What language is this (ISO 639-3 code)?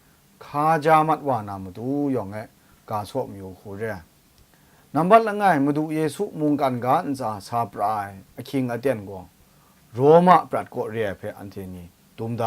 kac